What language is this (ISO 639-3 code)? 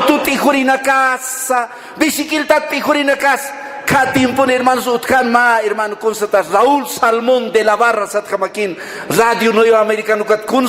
aym